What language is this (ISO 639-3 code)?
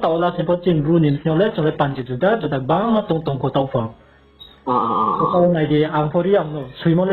ria